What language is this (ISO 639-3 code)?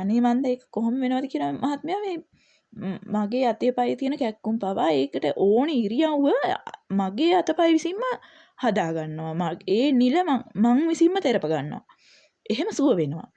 sin